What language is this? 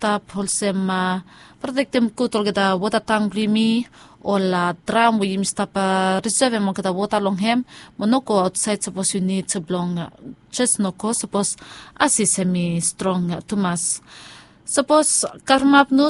Bislama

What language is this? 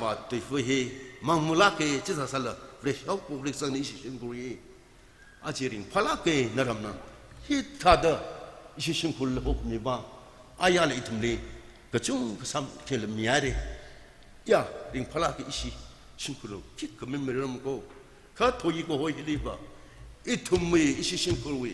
Tangkhul Naga (India)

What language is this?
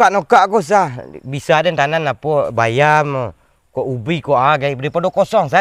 Minangkabau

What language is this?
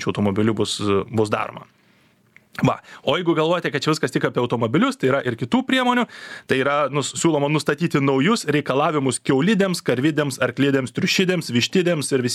Lithuanian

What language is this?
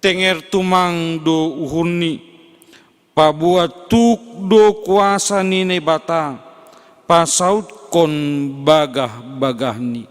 Batak Simalungun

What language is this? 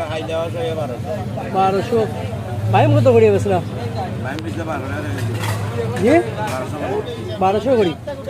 Sylheti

